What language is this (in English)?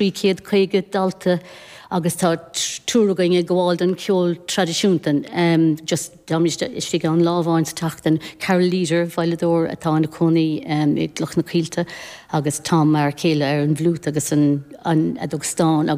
Irish